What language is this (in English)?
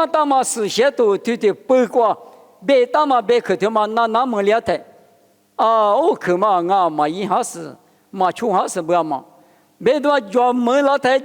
Lisu